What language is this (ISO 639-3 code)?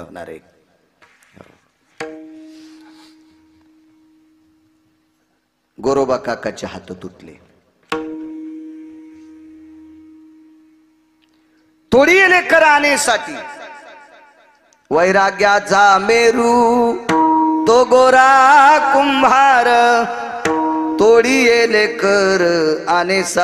mar